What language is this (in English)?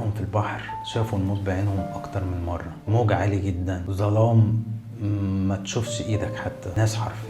Egyptian Arabic